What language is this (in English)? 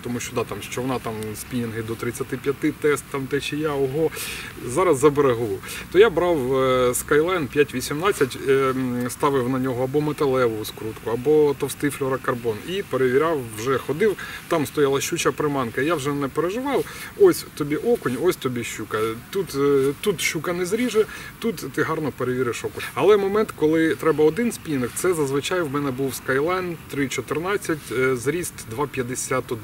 Ukrainian